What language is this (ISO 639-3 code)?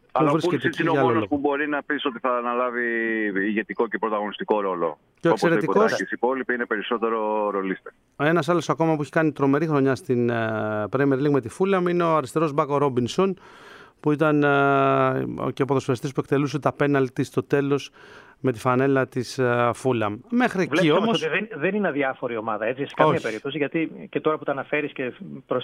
ell